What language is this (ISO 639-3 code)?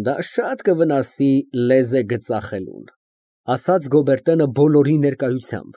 hye